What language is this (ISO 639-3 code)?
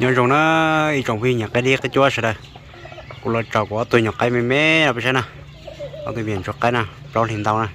hmn